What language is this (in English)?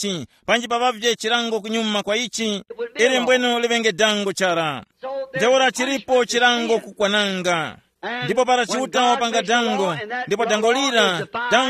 Tumbuka